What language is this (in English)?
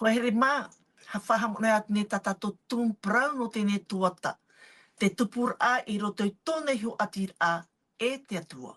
Tahitian